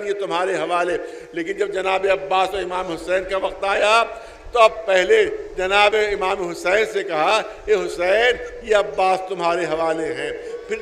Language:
Urdu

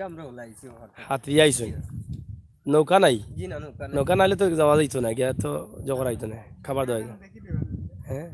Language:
Sylheti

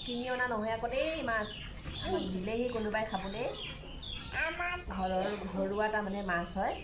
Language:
Assamese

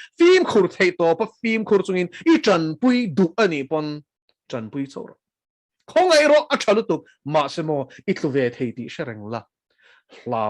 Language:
Mizo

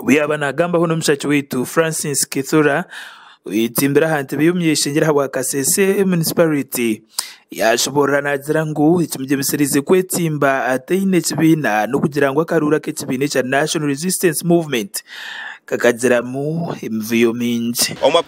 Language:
Nyankole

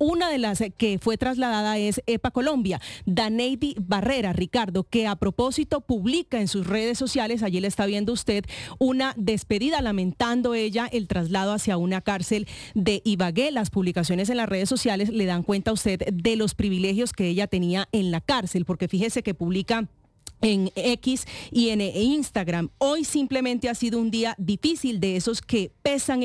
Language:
Spanish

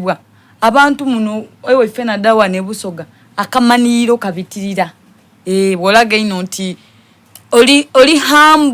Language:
Soga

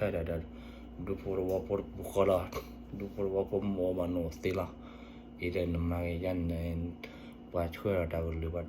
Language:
S'gaw Karen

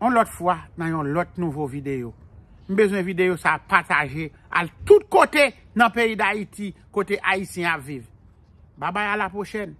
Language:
Haitian Creole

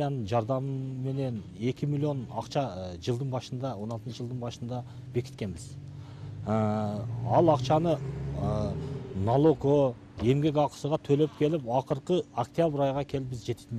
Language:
Kyrgyz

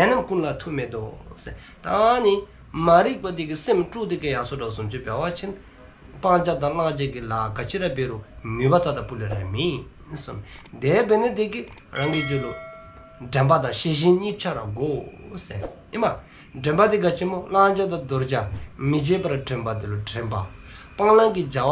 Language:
Dzongkha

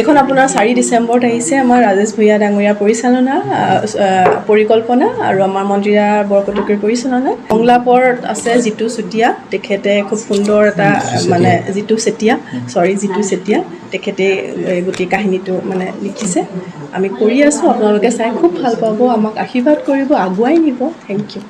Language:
Assamese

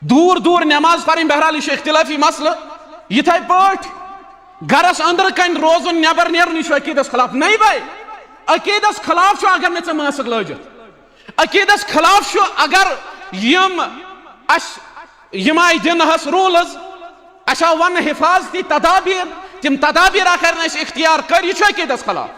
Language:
Kashmiri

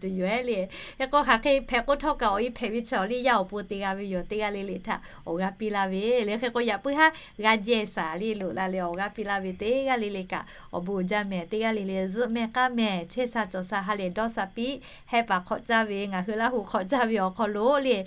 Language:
Lahu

